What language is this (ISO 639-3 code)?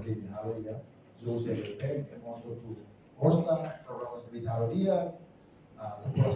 tet